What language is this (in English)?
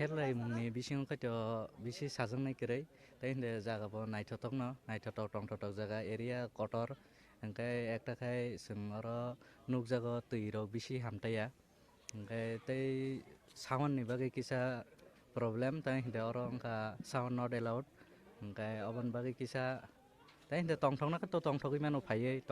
Kok Borok